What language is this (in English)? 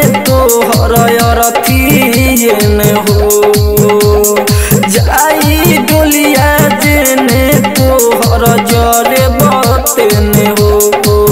Bhojpuri